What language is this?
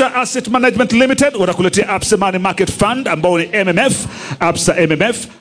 Swahili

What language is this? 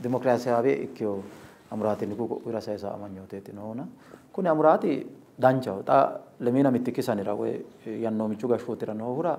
Sidamo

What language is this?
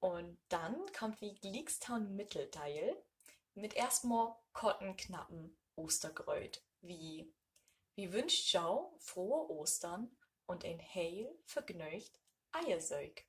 Low German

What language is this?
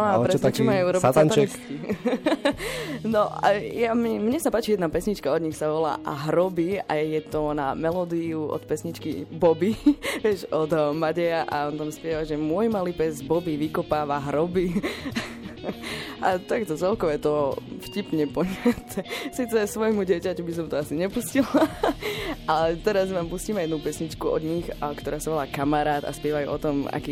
Slovak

